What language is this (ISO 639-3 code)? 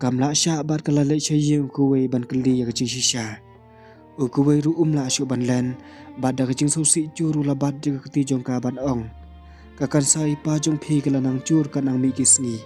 kha